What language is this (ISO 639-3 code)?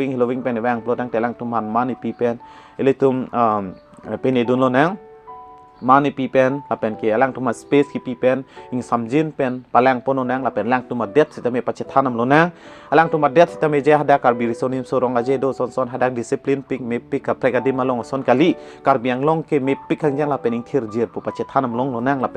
mjw